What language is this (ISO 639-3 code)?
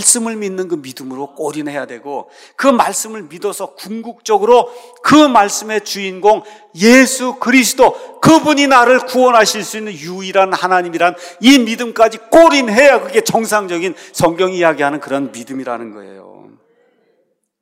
kor